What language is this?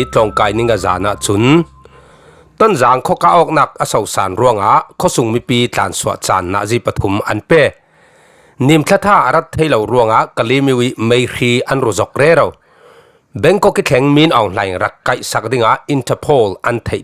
Falam Chin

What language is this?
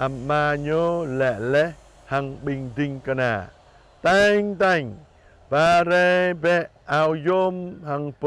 Jarai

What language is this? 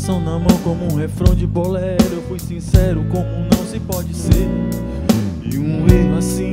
Portuguese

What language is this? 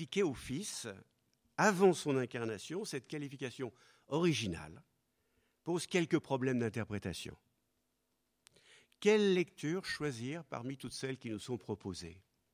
French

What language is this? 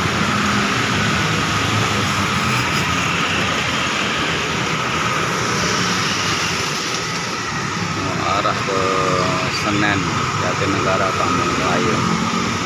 Indonesian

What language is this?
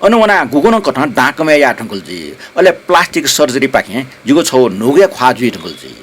Newari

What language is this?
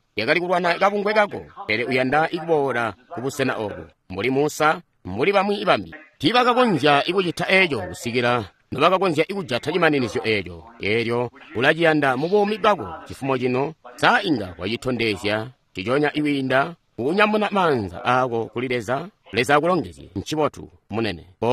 Tonga (Zambia)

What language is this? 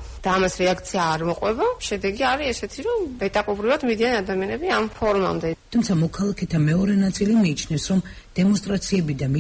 Georgian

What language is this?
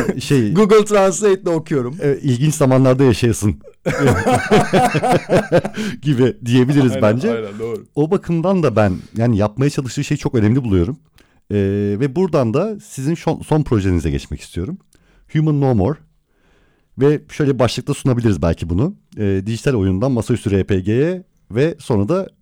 Turkish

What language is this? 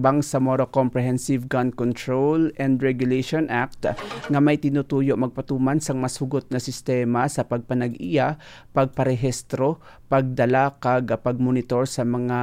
Hiligaynon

